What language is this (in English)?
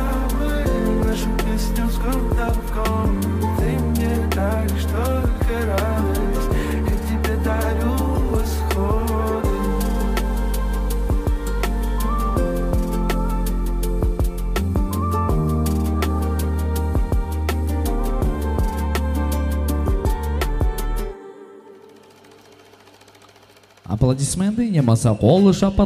Kara-Kalpak